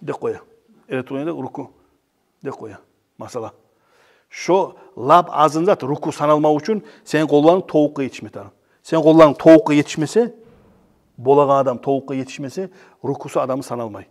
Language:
Kumyk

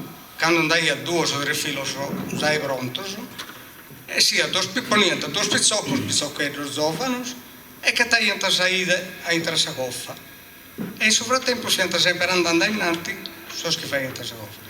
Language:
Sardinian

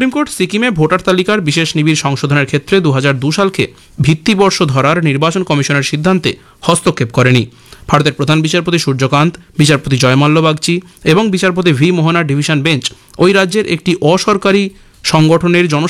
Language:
Bangla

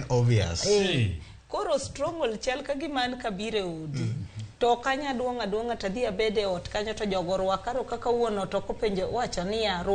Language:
Luo (Kenya and Tanzania)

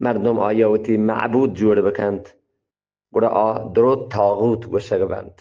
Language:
Eastern Balochi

